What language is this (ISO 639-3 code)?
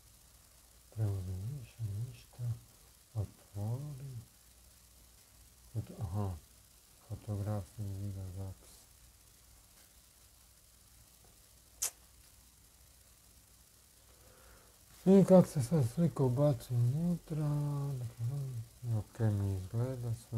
hrv